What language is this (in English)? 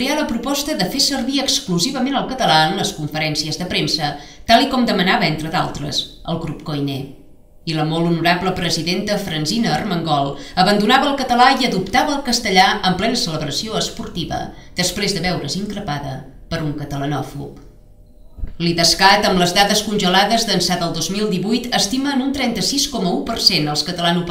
Catalan